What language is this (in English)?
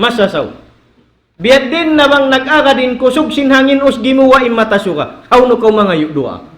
Tausug